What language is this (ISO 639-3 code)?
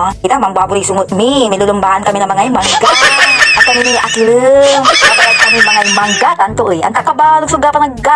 pag